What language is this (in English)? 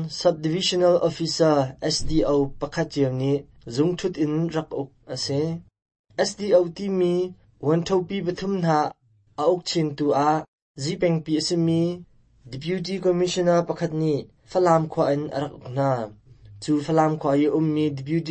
Hakha Chin